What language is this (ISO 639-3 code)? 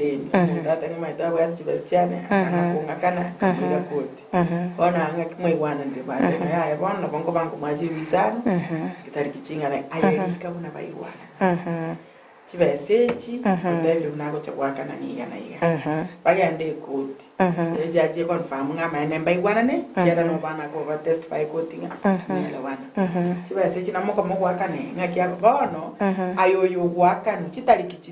guz